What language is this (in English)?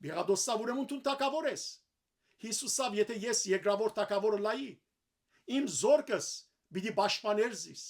Western Armenian